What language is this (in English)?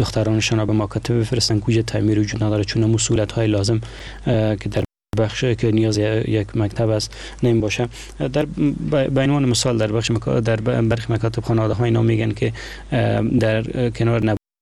Persian